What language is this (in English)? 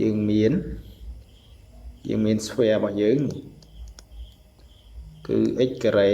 Khmer